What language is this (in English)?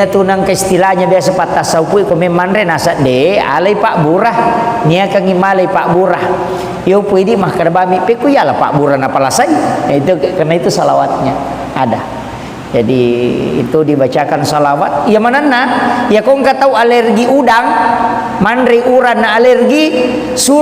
Buginese